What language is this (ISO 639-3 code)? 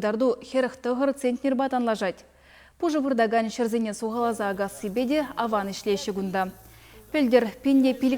chv